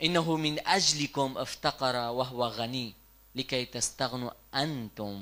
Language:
Kurdish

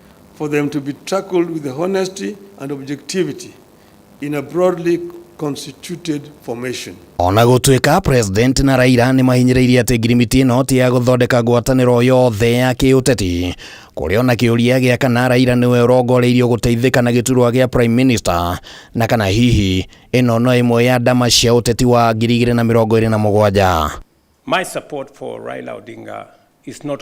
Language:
Kikuyu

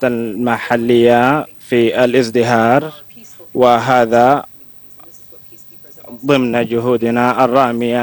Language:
Arabic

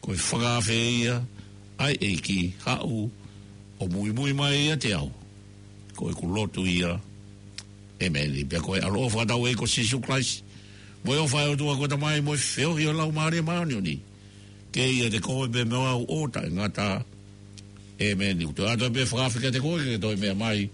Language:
Tongan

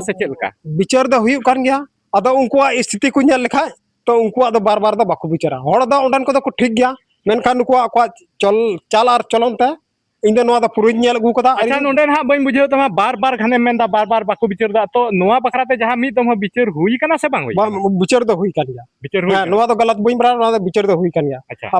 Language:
Santali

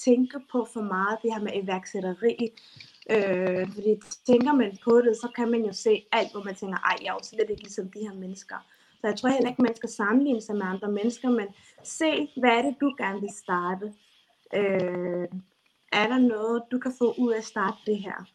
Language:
Danish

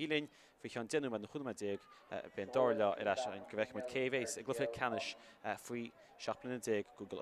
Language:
Irish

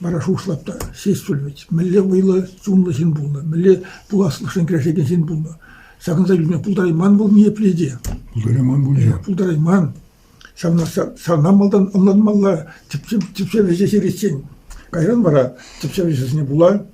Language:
Chuvash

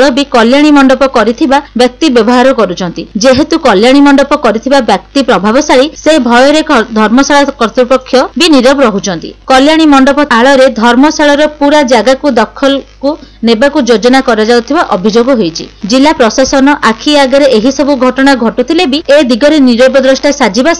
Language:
Odia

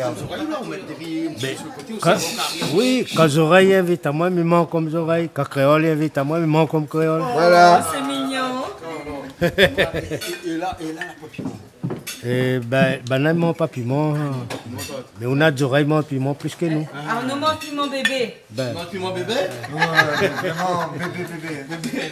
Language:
Réunion Creole French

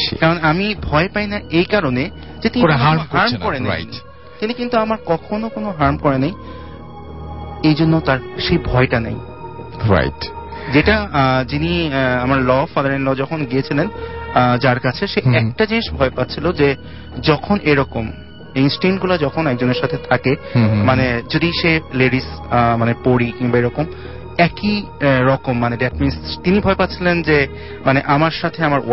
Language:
Bangla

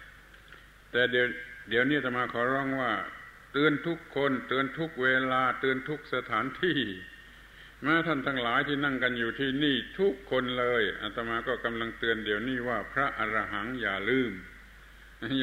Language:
Thai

